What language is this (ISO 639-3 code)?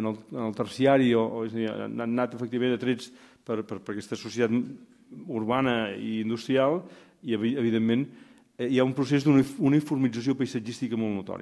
cat